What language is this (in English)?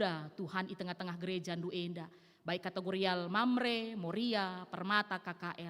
Batak Karo